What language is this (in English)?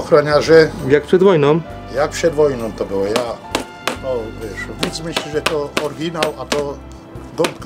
Silesian